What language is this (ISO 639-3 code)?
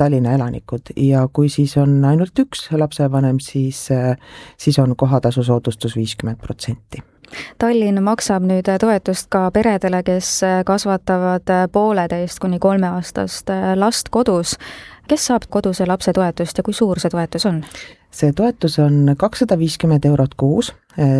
est